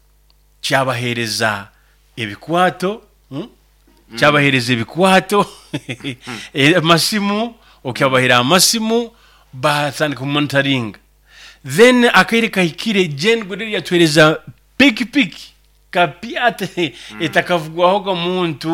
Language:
Nyoro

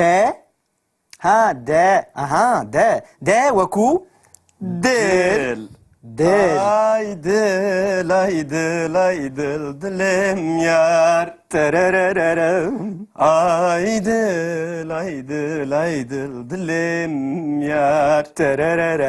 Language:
Kurdish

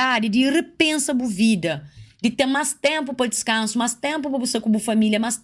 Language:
Kabuverdianu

